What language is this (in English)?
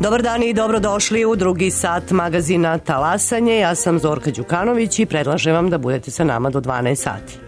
Serbian